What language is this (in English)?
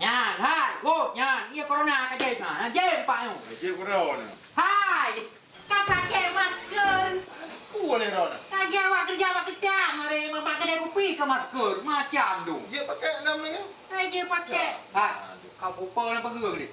Achinese